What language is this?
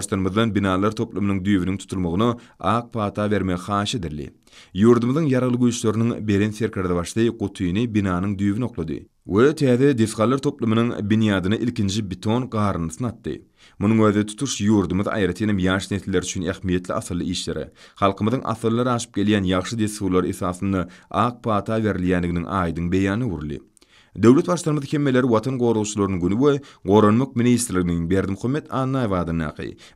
Turkmen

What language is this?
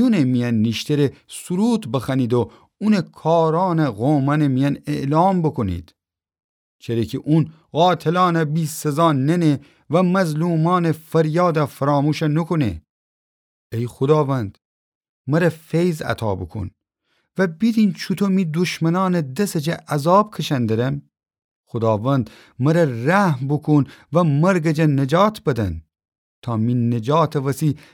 Gilaki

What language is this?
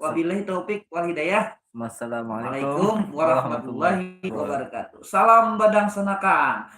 Banjar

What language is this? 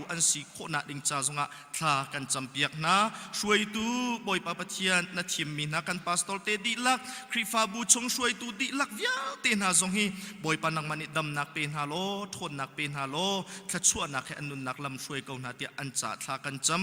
Hakha Chin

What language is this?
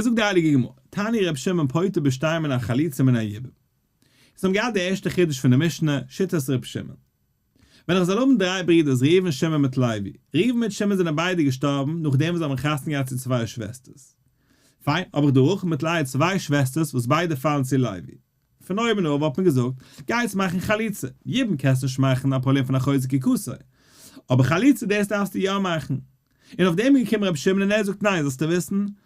Yiddish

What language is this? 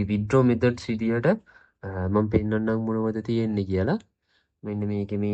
Sinhala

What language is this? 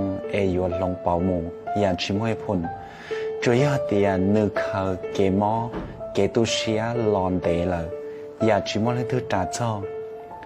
Hmong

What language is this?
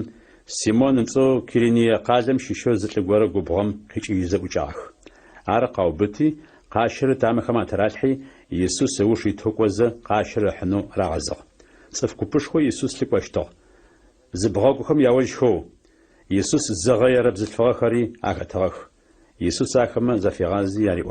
Adyghe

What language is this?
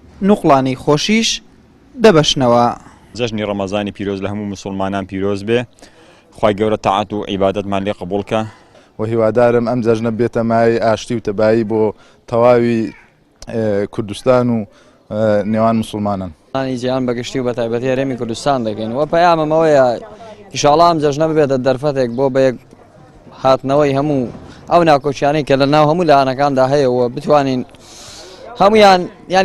Central Kurdish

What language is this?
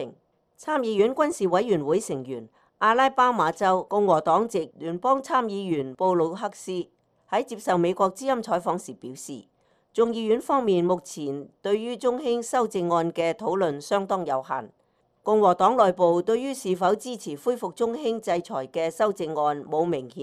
Cantonese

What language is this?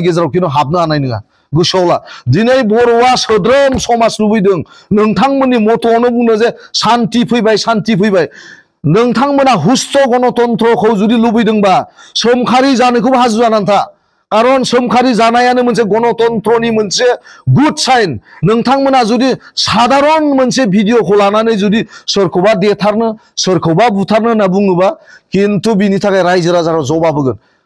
Bodo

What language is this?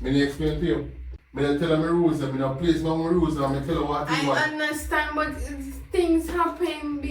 Jamaican Creole English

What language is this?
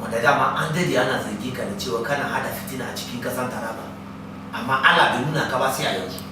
Hausa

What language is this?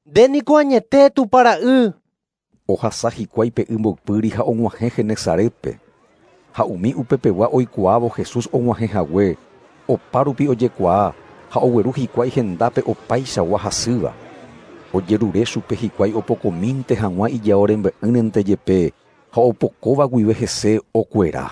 Guarani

